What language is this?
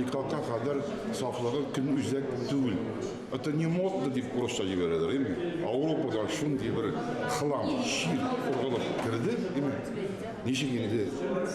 Tatar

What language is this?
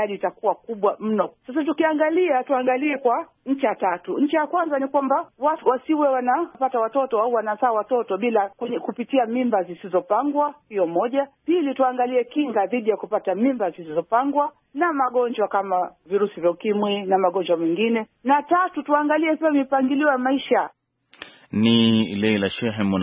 Swahili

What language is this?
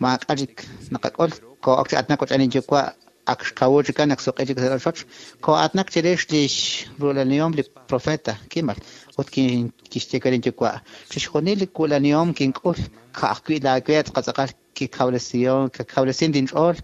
Kekchí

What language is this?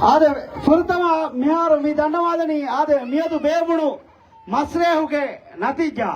Divehi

